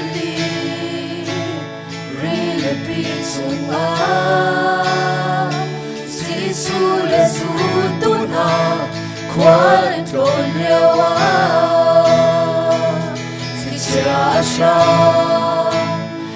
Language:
Hakha Chin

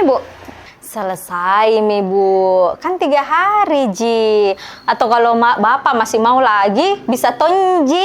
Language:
Makassar Malay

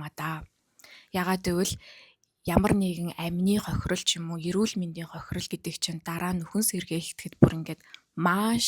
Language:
Mongolian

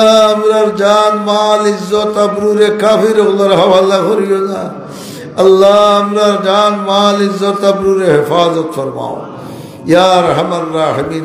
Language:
Sylheti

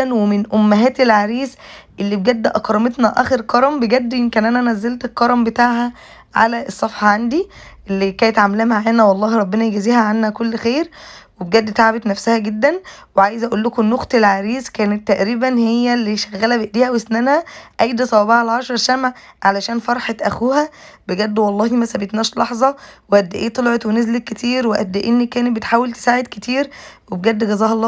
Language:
Egyptian Arabic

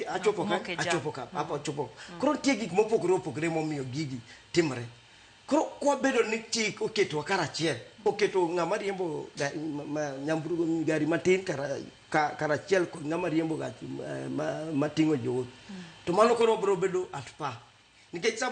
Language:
Luo (Kenya and Tanzania)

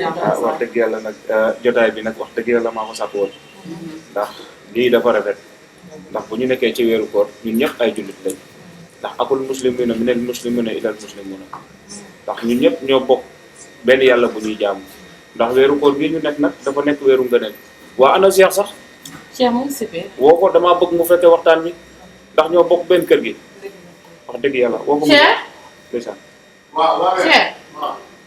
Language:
Wolof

